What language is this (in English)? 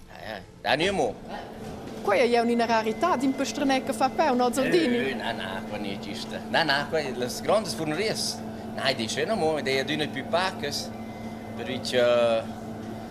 Romansh